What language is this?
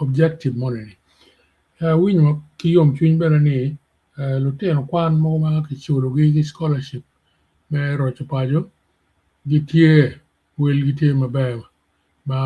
Acoli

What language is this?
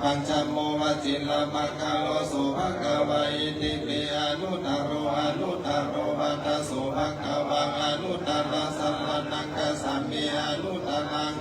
Pali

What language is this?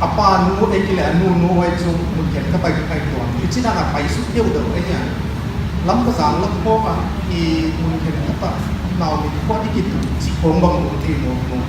Paite Chin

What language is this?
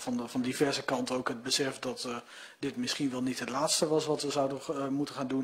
Dutch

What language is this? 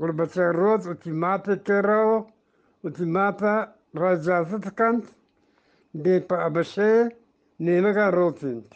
Eastern Balochi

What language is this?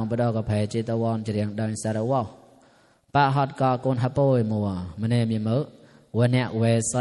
Mon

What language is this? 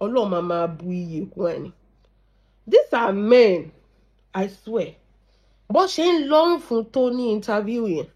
Yoruba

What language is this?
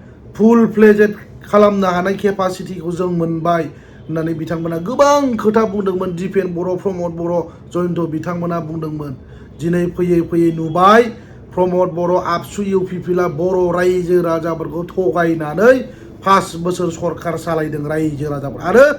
Bodo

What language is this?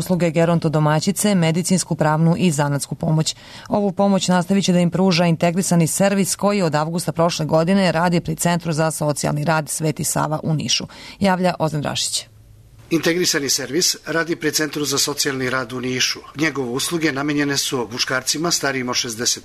Serbian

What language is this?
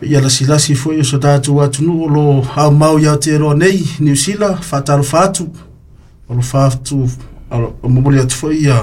Samoan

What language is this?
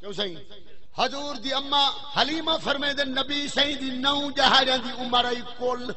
Saraiki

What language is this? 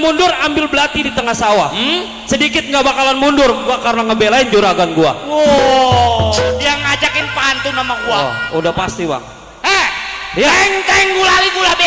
Betawi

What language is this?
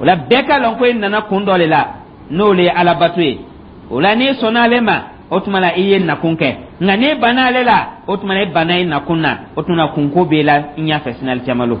Dyula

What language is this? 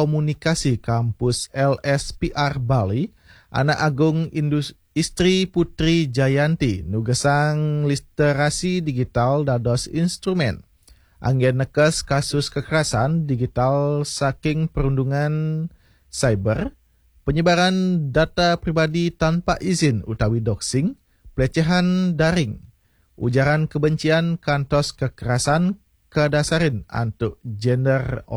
Balinese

